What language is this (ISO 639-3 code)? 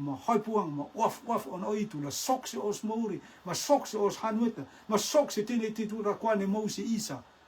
rtm